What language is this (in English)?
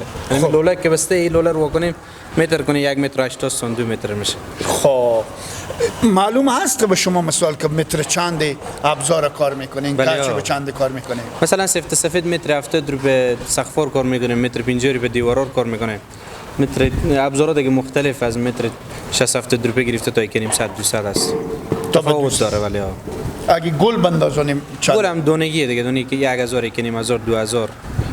Hazaragi